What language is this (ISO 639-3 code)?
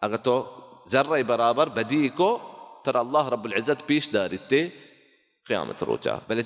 bal